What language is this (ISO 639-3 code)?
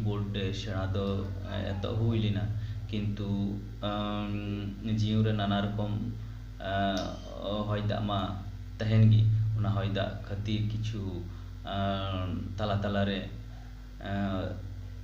sat